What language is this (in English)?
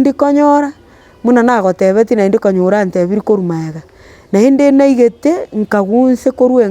Gusii